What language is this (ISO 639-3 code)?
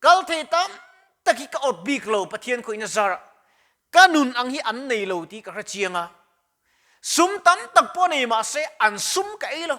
lus